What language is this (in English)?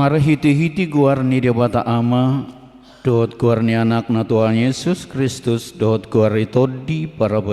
Batak Toba